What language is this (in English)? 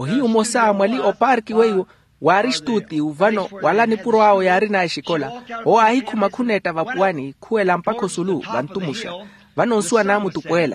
Makhuwa